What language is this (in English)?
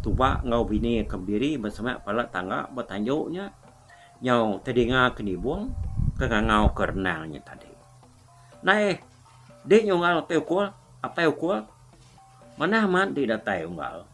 Iban